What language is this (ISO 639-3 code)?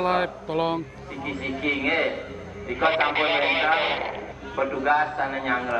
ban